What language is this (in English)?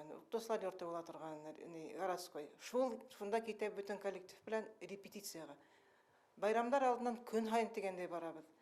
Bashkir